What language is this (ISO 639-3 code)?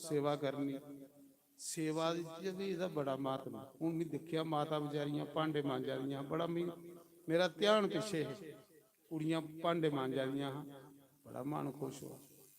doi